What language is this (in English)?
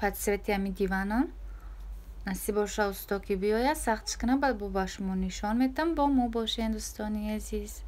Tajik